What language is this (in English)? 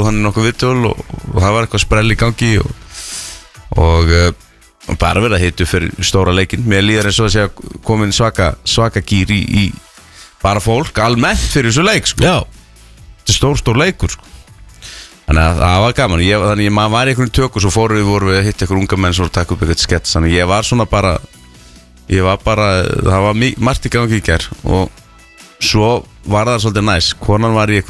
Icelandic